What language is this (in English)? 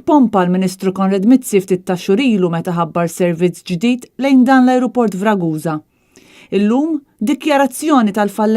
Maltese